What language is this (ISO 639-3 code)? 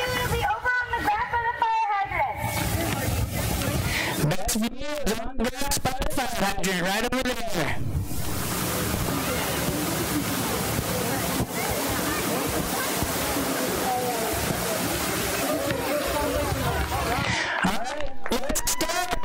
eng